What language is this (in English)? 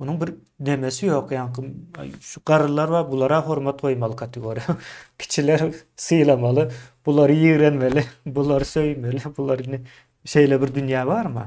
Turkmen